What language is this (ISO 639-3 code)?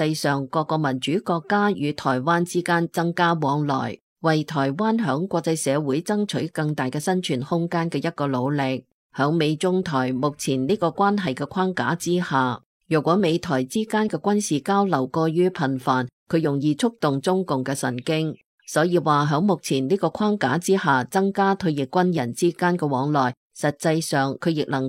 yue